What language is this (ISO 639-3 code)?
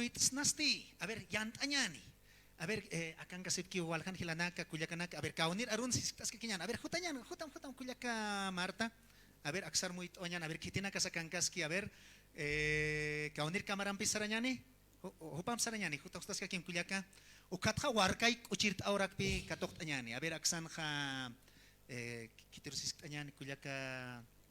aym